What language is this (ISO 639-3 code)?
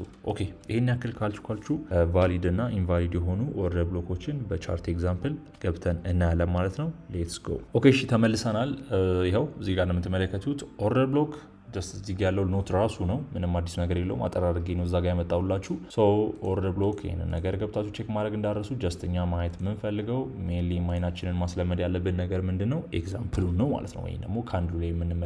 amh